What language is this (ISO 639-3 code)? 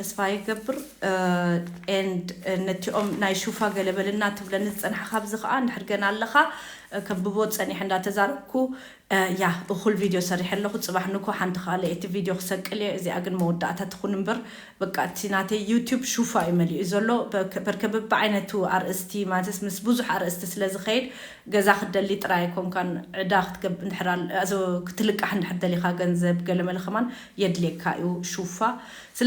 tir